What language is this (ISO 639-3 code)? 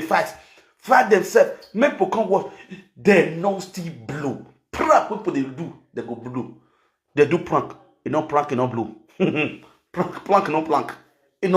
pcm